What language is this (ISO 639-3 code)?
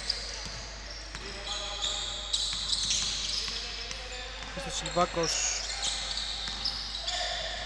ell